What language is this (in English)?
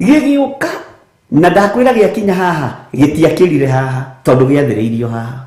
Kikuyu